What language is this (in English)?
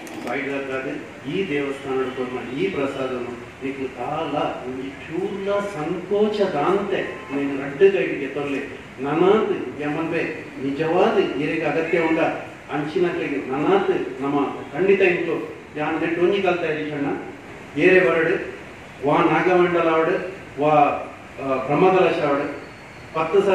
Tulu